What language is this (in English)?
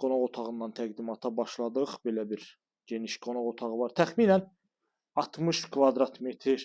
Azerbaijani